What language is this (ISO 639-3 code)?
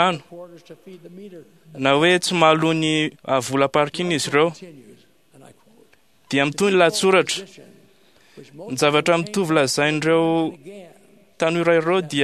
mlg